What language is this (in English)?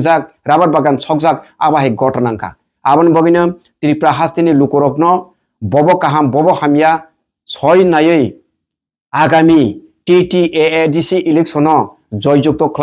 Kok Borok